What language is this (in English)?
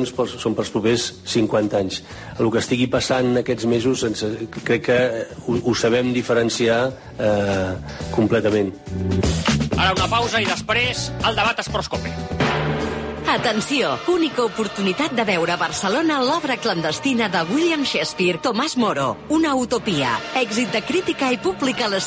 Catalan